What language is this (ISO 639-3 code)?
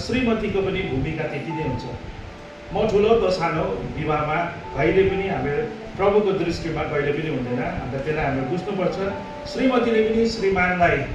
nep